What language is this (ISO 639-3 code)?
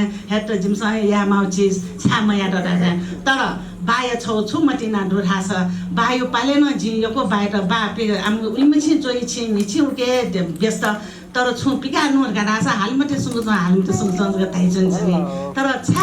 new